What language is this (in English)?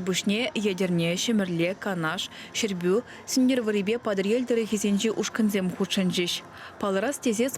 Chuvash